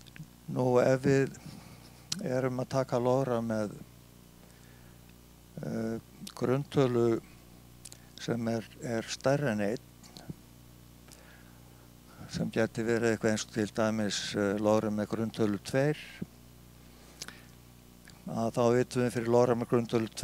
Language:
Icelandic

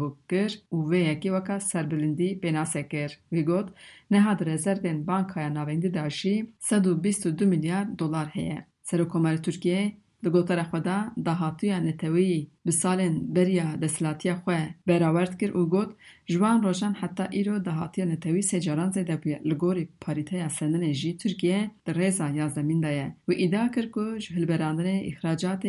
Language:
Kurdish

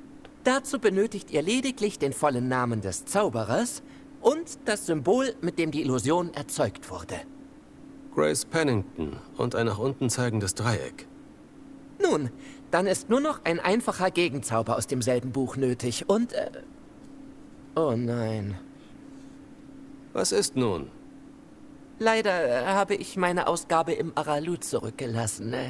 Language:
German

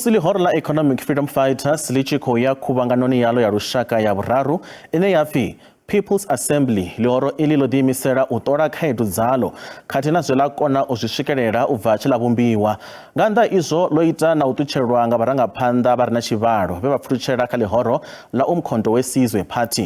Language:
Venda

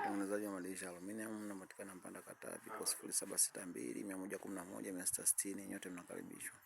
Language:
Swahili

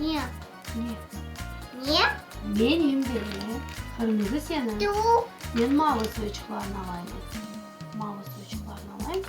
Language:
Crimean Tatar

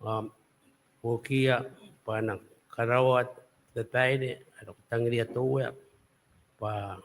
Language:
Gilbertese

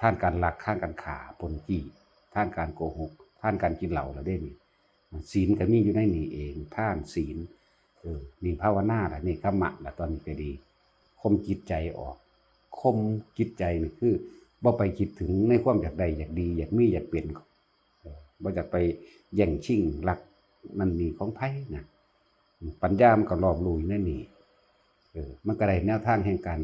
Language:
Northeastern Thai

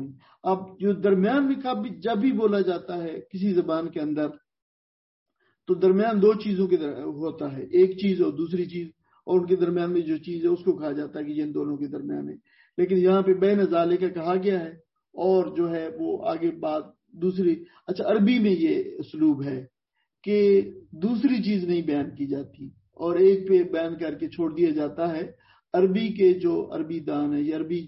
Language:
Urdu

